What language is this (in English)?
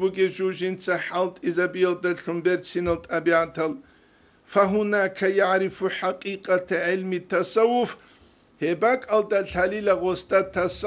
Avaric